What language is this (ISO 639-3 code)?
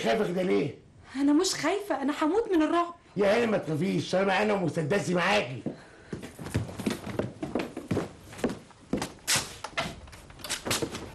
arz